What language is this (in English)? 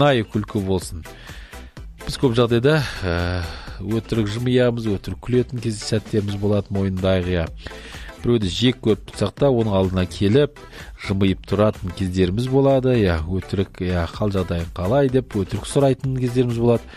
Kazakh